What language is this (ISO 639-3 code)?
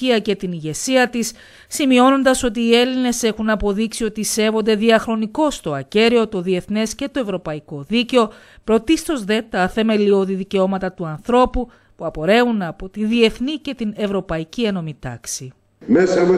ell